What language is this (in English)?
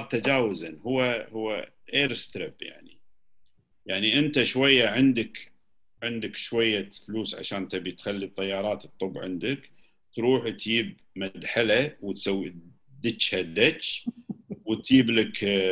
Gulf Arabic